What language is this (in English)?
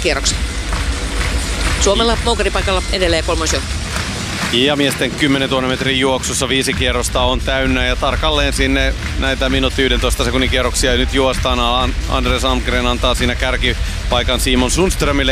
Finnish